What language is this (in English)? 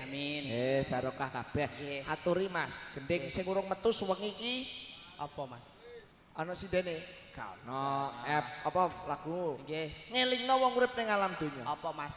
Javanese